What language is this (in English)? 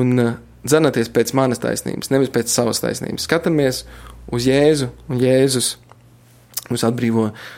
Latvian